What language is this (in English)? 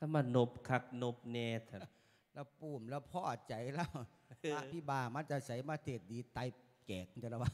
Lao